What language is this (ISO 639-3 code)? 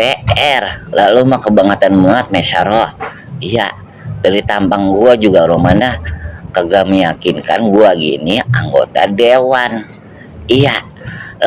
bew